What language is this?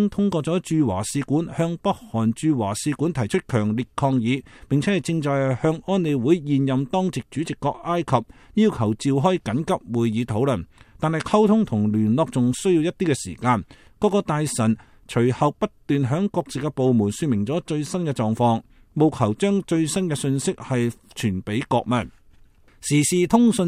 Cantonese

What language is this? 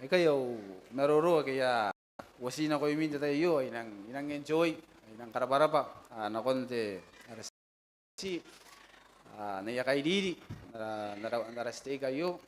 Gilbertese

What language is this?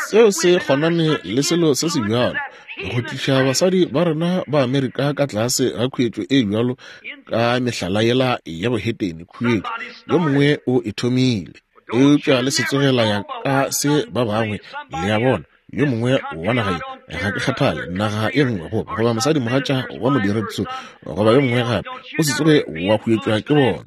Northern Sotho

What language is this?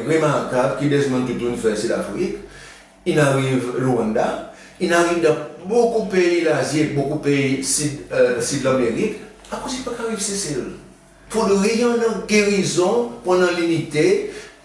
Seselwa Creole French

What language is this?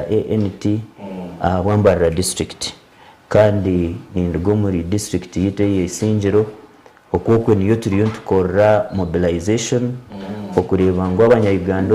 Nyankole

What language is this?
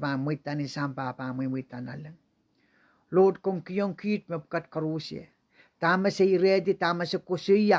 Pohnpeian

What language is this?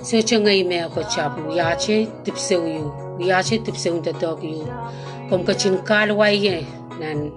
Pohnpeian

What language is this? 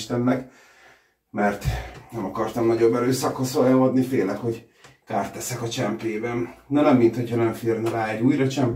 Hungarian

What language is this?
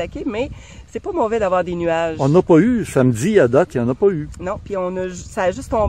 French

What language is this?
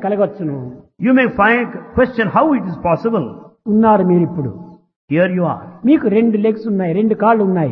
Telugu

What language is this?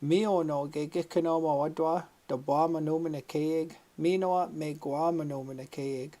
Chippewa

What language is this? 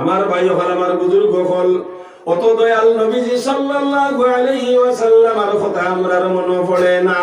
Sylheti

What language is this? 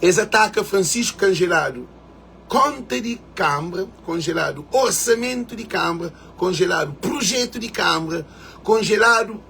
Kabuverdianu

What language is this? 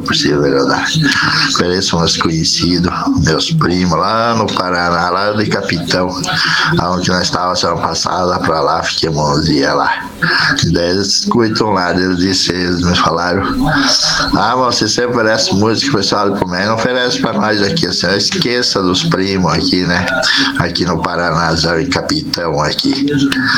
Portuguese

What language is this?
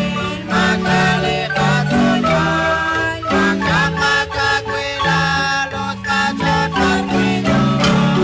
Kekchí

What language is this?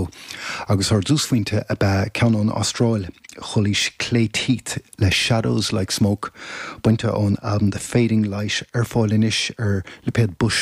Irish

